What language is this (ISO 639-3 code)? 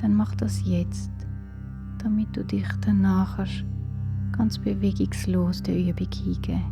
gsw